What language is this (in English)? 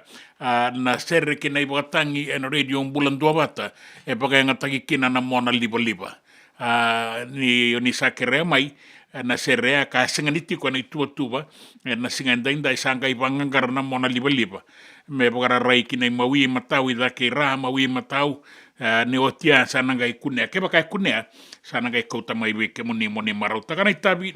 Fijian